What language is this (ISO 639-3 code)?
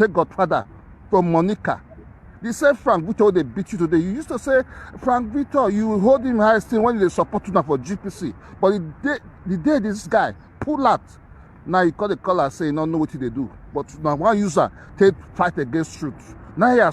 pcm